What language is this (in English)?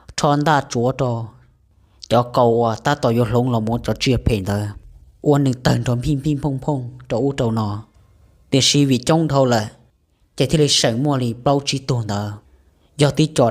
Hmong